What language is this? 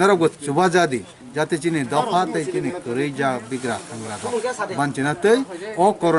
Kok Borok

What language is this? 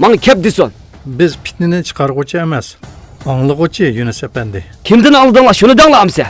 Uyghur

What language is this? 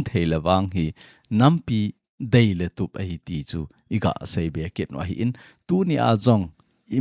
Thado Chin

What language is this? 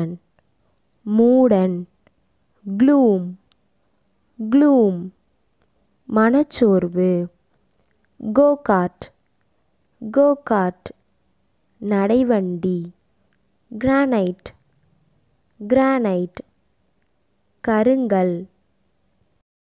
Tamil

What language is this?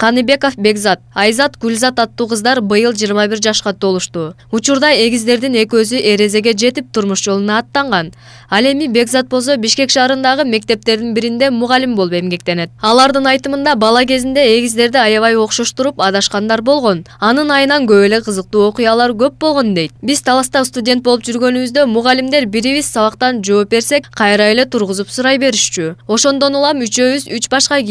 Kyrgyz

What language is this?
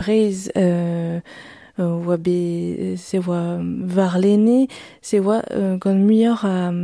Breton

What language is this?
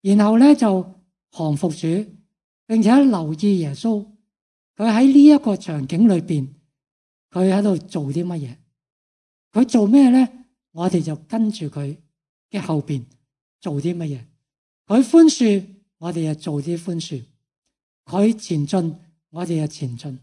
Cantonese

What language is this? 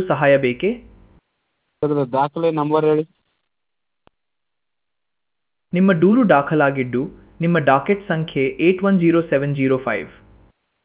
Kannada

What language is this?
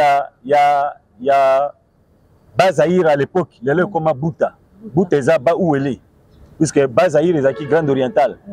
Lingala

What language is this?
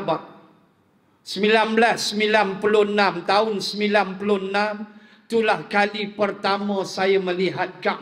Malay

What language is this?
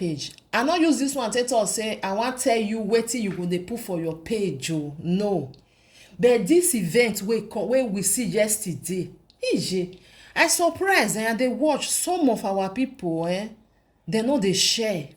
Nigerian Pidgin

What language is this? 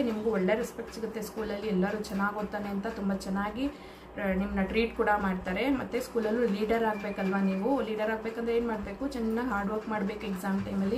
Kannada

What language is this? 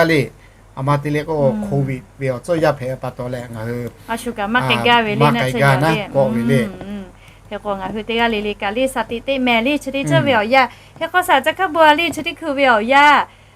Lahu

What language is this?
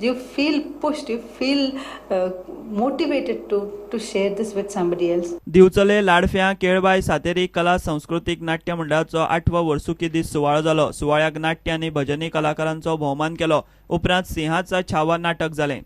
Konkani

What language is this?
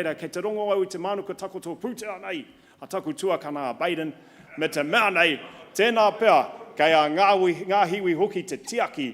Māori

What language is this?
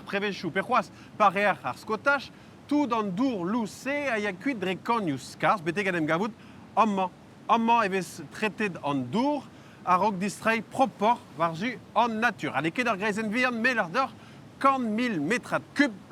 Breton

